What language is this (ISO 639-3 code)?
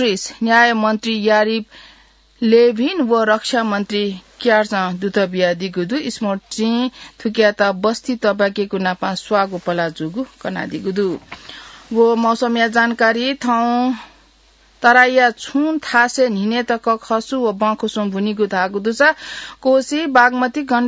new